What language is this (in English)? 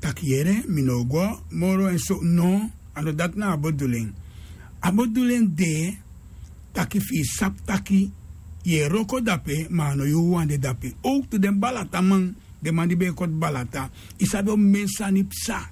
Sranan Tongo